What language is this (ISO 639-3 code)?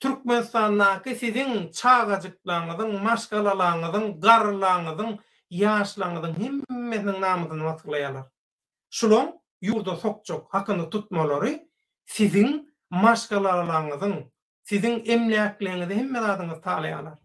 tuk